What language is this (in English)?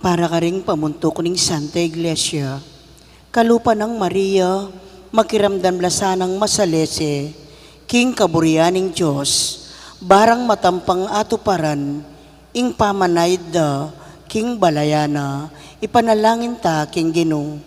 Pampanga